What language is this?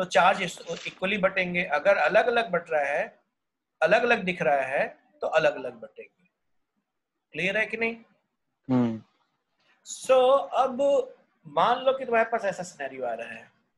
Hindi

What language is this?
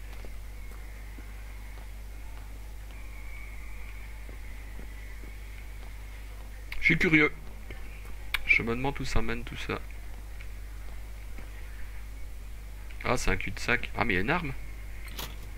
French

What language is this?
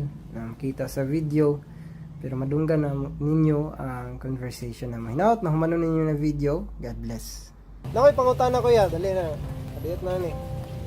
Cebuano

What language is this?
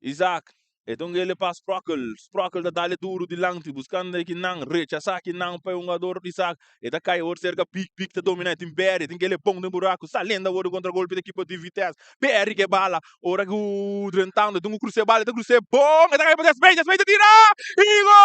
Papiamento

